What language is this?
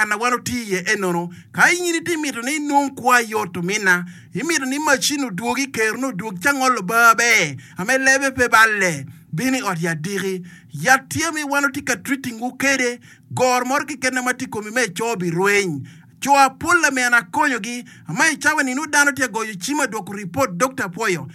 Acoli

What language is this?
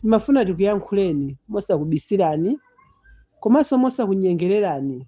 Nyanja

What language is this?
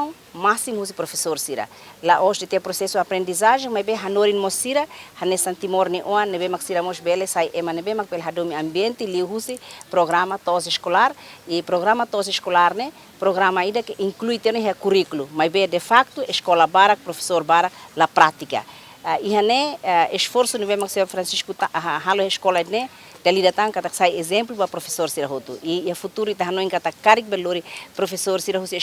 Tetum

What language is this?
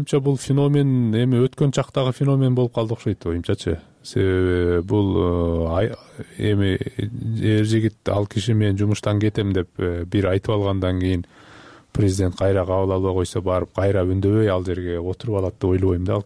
Kyrgyz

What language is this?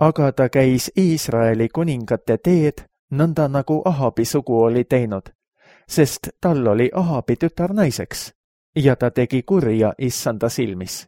Estonian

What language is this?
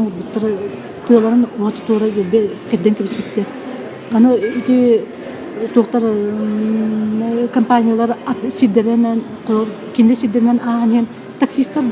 Yakut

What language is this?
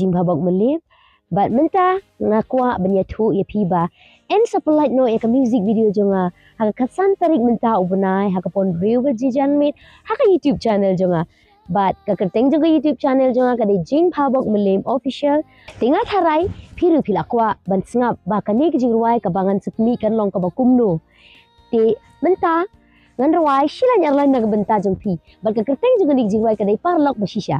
Khasi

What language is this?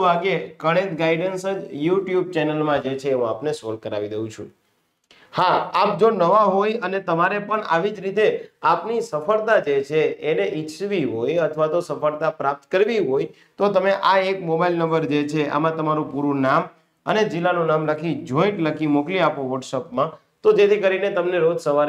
Gujarati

